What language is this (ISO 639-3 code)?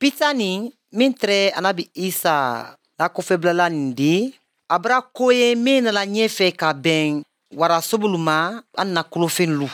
bam